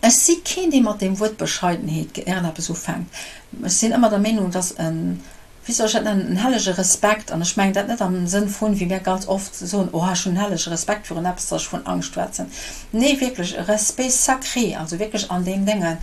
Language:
Luxembourgish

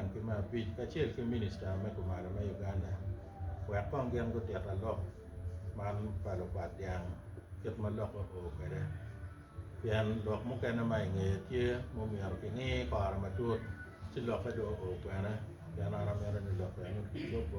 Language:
Acoli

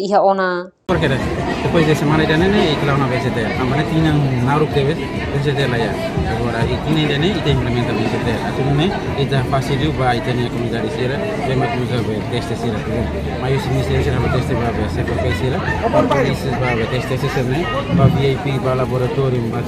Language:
Tetum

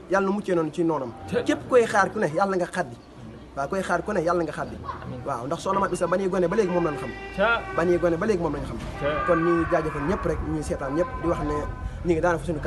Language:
Wolof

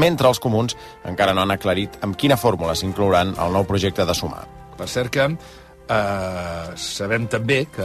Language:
Catalan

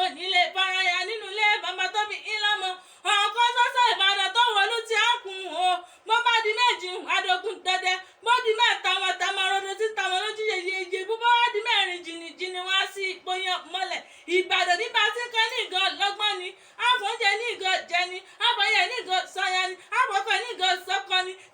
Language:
Yoruba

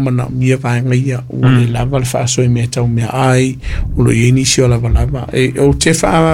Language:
Samoan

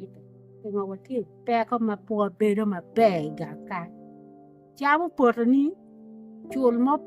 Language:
Acoli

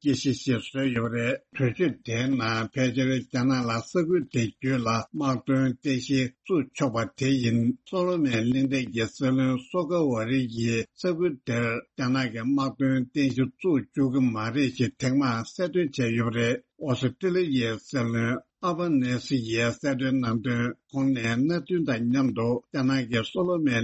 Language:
Tibetan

